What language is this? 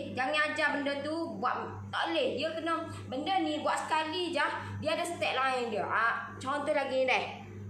Malay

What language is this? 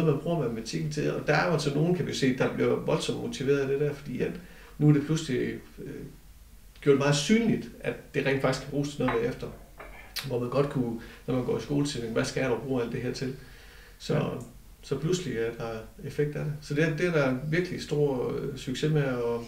Danish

